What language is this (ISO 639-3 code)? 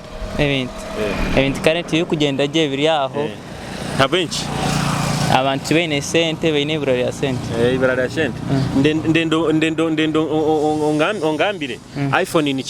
nyo